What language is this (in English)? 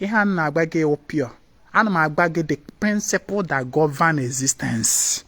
Igbo